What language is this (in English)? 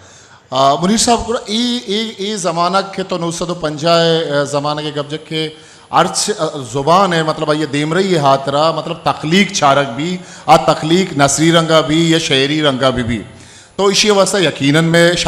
Eastern Balochi